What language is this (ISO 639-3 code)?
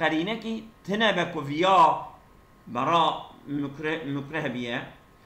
kur